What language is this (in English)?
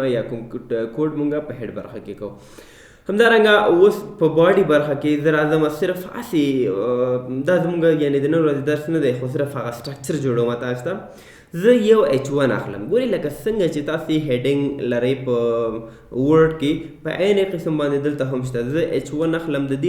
Pashto